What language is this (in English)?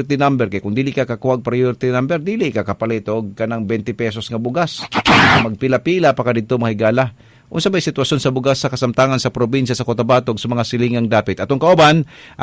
Cebuano